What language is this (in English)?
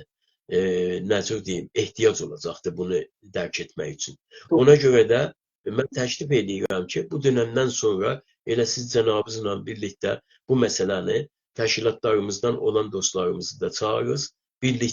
South Azerbaijani